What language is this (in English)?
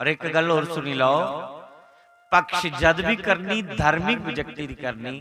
Dogri